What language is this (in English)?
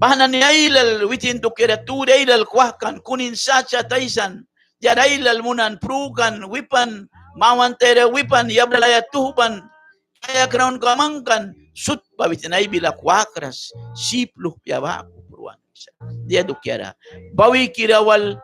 Mískito